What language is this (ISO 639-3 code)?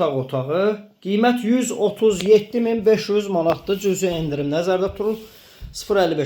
aze